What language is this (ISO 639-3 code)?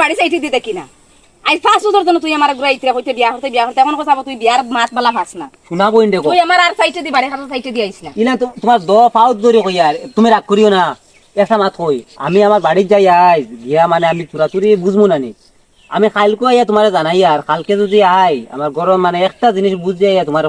syl